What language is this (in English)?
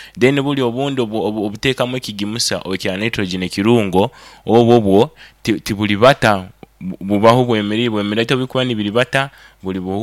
Nyoro